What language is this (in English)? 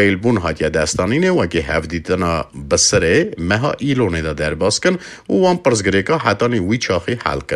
Kurdish